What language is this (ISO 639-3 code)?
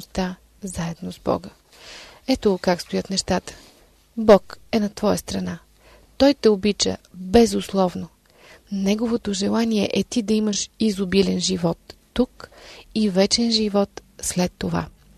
bul